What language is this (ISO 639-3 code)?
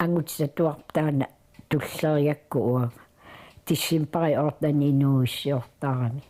kal